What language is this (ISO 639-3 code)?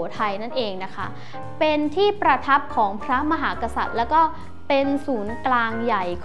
tha